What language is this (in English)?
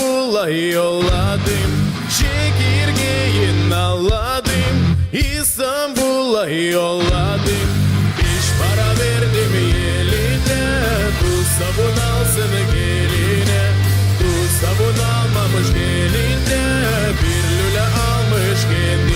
Gagauz